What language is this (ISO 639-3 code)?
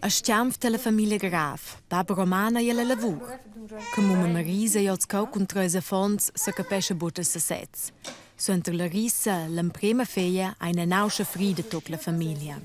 roh